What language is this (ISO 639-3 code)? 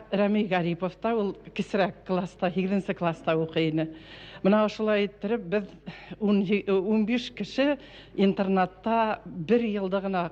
bak